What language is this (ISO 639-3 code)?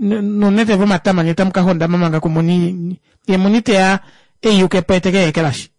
kua